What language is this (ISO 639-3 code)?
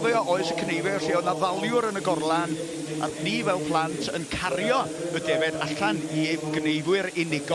cym